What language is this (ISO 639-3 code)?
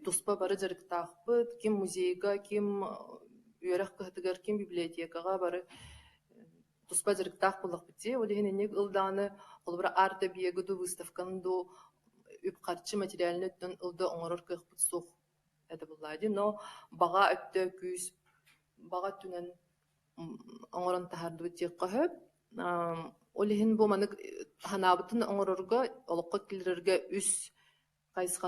sah